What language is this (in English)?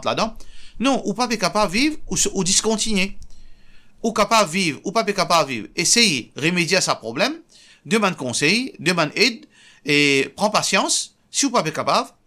Morisyen